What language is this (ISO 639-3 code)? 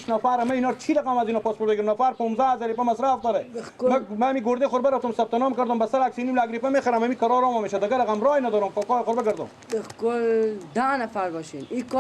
fas